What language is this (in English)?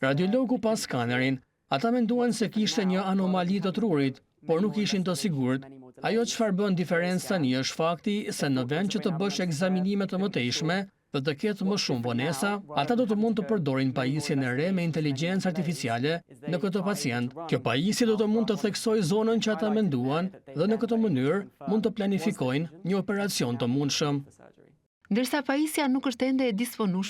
Albanian